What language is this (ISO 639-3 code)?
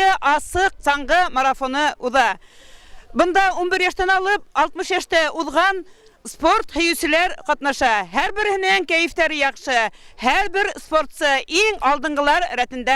bak